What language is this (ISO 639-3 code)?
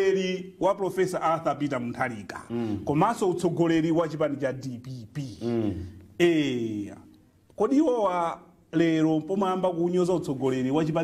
nya